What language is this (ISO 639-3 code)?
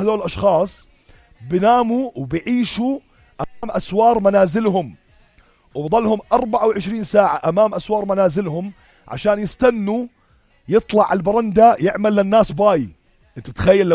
apc